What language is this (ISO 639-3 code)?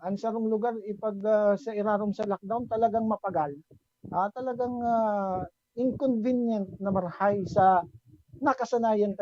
bik